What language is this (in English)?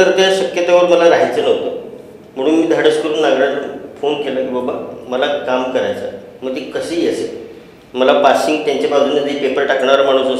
Marathi